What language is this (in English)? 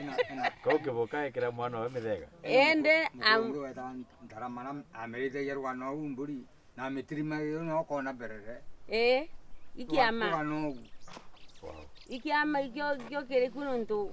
Meru